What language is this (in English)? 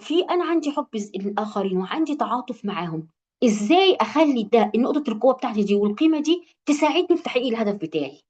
Egyptian Arabic